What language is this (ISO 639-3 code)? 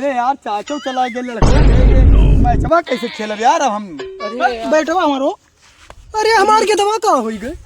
awa